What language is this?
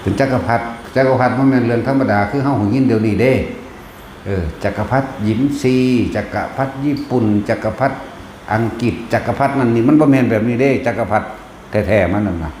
Northeastern Thai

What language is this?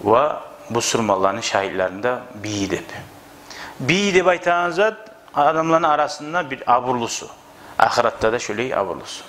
Kumyk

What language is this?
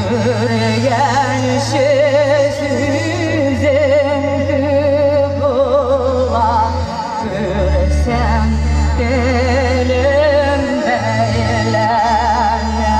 Tatar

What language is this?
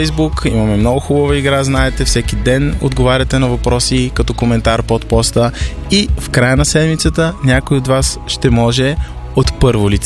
Bulgarian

